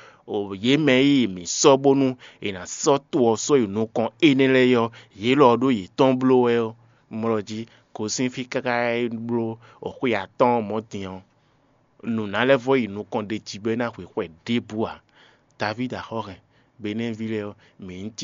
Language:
Fon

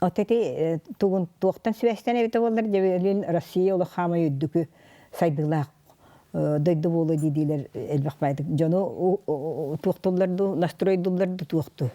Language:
Yakut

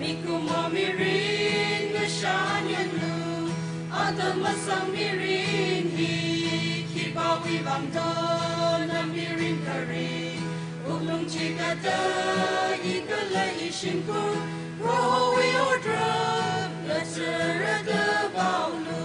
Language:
Tangkhul Naga (India)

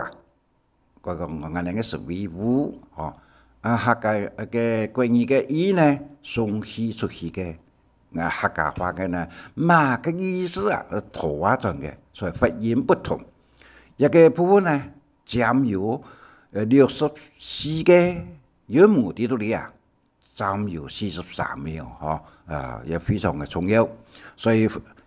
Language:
Hakka Chinese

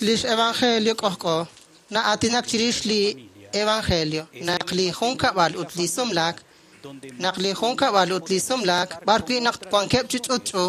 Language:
Kekchí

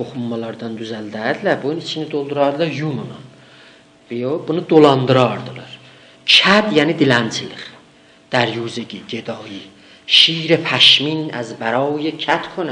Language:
South Azerbaijani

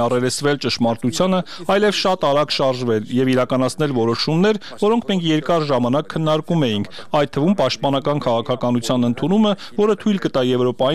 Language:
Armenian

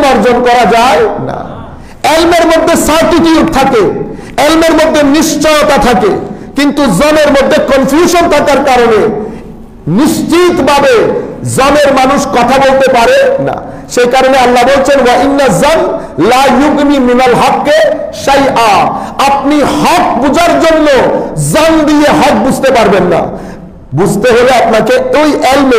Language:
Bangla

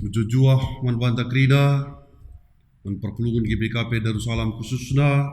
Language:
Batak Karo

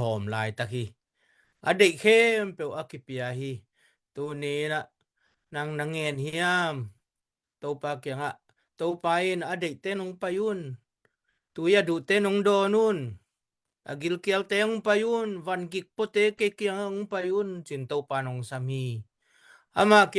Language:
Tedim Chin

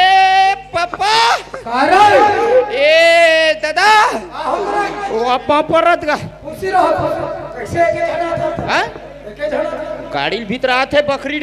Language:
Chhattisgarhi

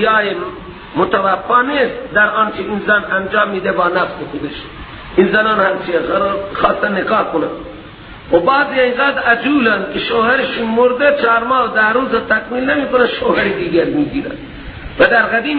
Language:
Persian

